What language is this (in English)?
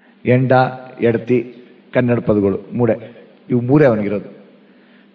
Kannada